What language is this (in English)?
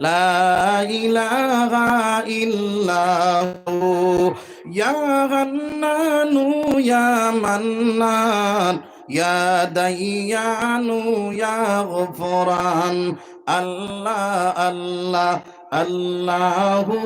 Sylheti